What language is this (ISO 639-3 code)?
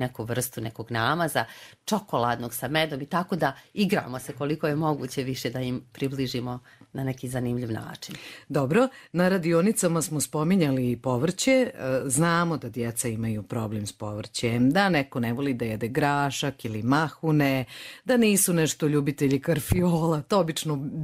hrv